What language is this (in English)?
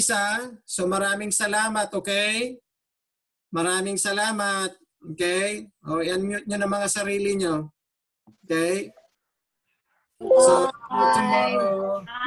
Filipino